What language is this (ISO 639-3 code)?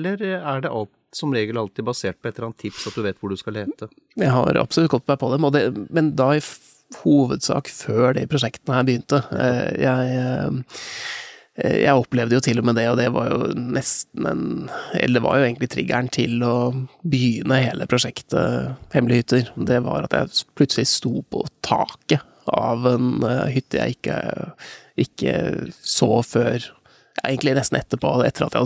nor